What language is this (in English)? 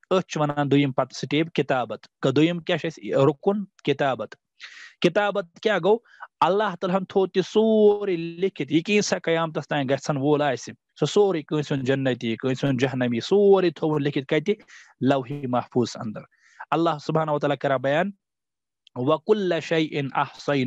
Kashmiri